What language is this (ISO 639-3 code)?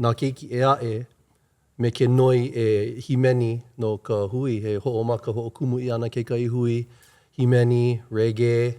haw